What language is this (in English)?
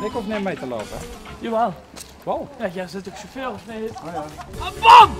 Limburgish